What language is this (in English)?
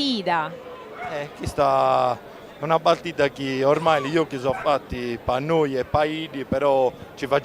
Sardinian